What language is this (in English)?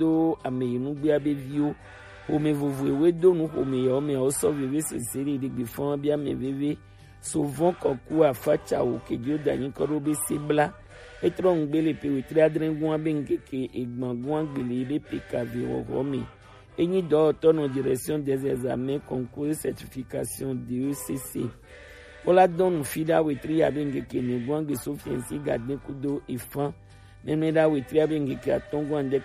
Gen